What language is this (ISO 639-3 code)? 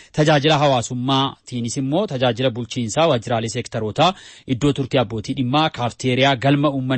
orm